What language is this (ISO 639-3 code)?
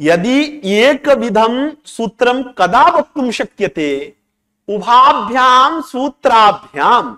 san